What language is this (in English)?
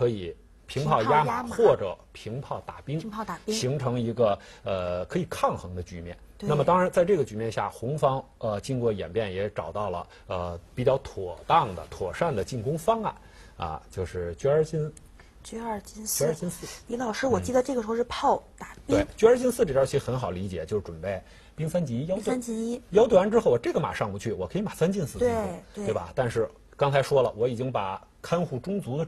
Chinese